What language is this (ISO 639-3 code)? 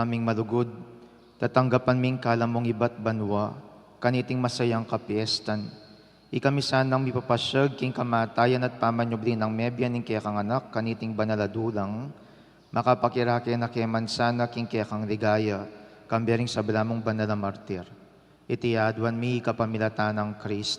pam